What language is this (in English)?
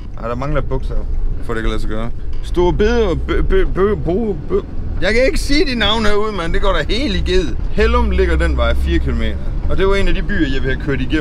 Danish